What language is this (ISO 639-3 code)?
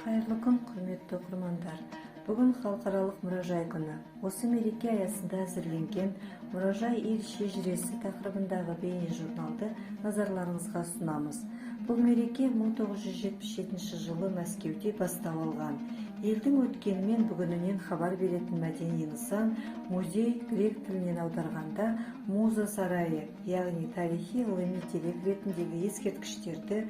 kaz